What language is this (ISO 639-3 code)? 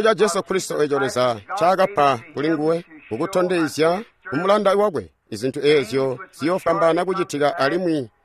toi